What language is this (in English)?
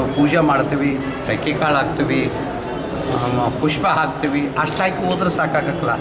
Kannada